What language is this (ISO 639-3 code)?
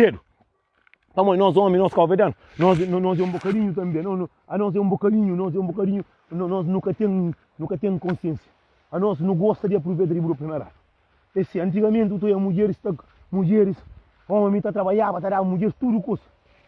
kea